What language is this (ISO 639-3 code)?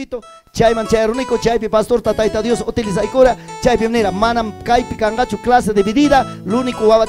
quy